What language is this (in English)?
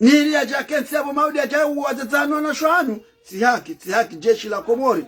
Ngazidja Comorian